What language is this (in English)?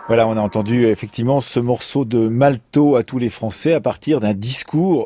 French